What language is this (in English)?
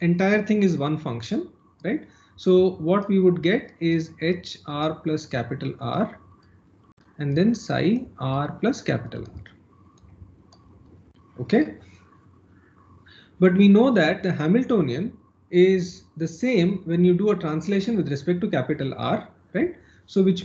English